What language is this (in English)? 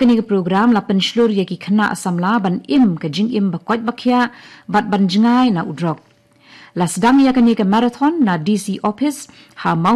Khasi